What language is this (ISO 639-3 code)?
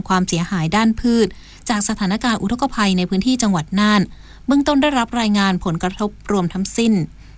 tha